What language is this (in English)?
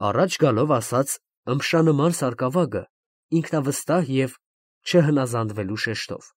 Armenian